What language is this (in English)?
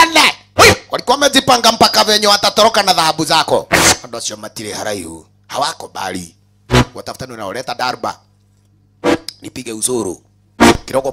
Swahili